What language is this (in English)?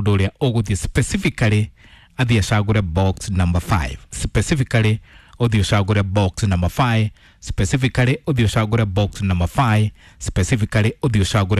Kikuyu